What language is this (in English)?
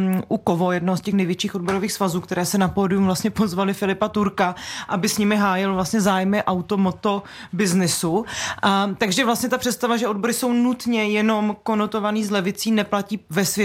Czech